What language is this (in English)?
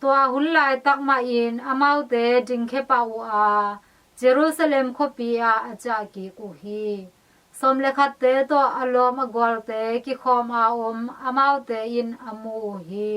Tedim Chin